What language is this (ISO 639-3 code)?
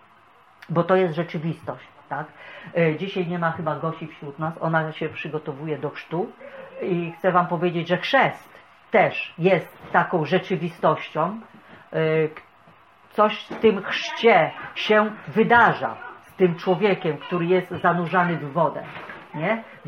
pol